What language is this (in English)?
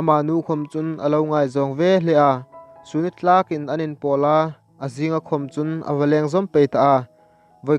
Hmar